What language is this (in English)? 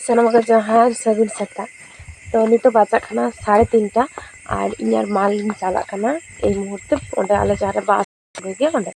Santali